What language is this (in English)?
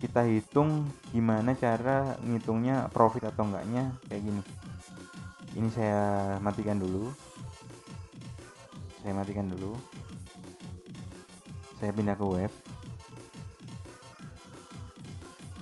Indonesian